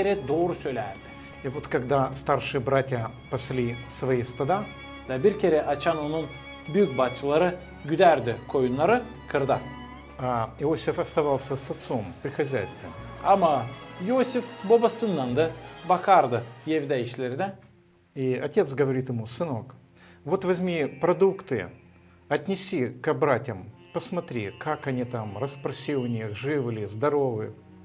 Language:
Gagauz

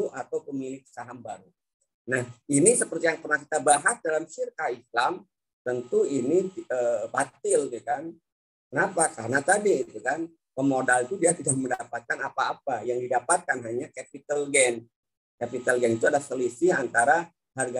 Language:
Indonesian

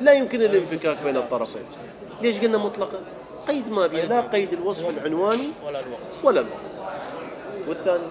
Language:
Mesopotamian Arabic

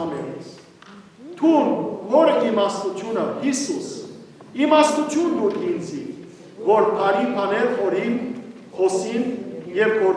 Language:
Western Armenian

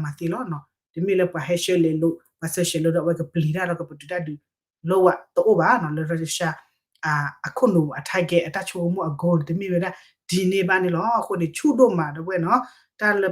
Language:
S'gaw Karen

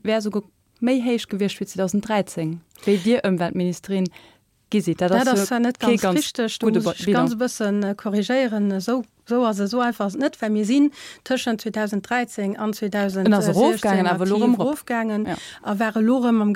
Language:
Luxembourgish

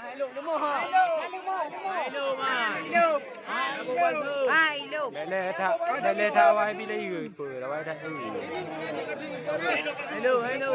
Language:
Achinese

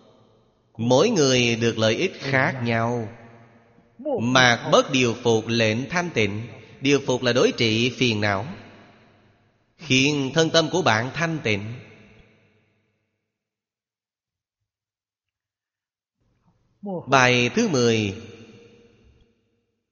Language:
Vietnamese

